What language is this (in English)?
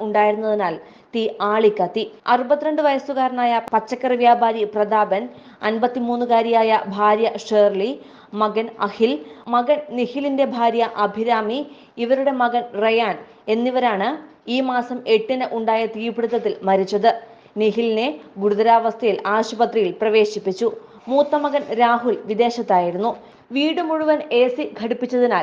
Malayalam